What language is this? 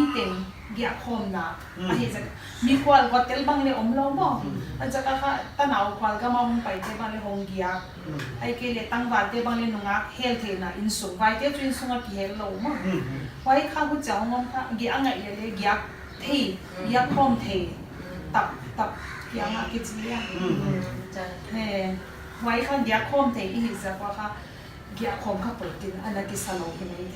Paite Chin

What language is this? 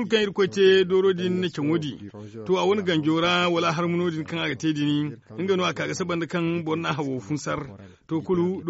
Zarma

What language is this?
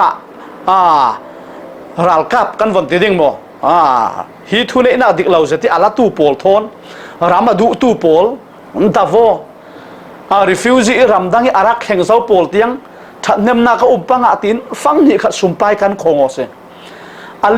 Falam Chin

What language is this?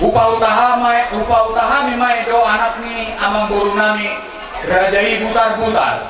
Batak Toba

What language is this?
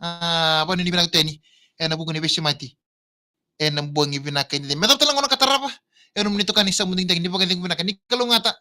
Fijian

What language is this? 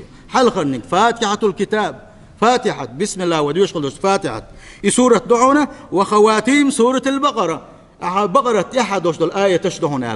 Chechen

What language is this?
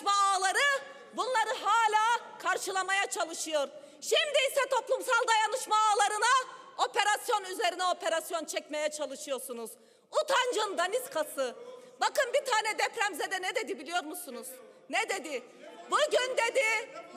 Turkish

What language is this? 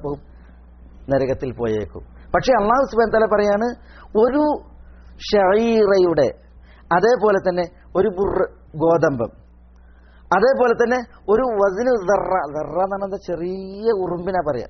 Malayalam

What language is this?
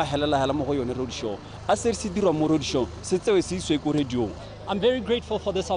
Tswana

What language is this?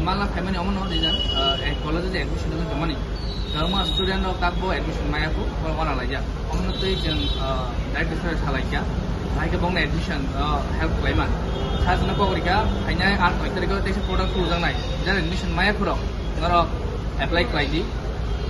Kok Borok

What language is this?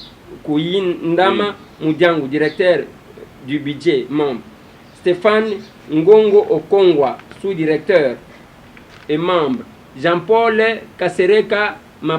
Lingala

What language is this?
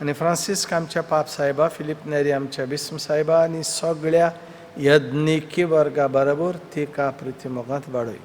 Konkani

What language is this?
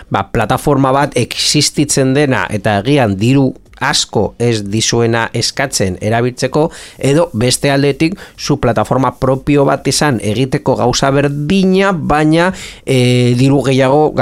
Basque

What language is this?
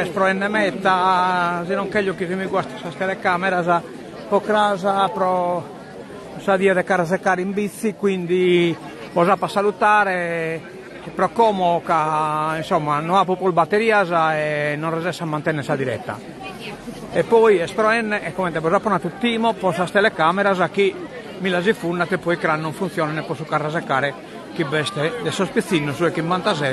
Sardinian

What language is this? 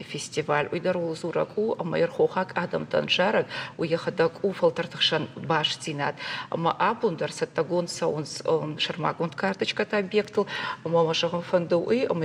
Ossetic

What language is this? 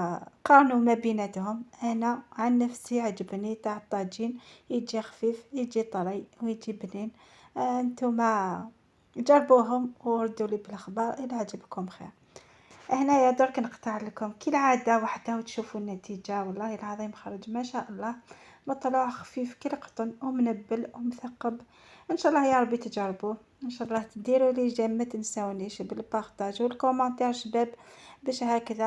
Algerian Arabic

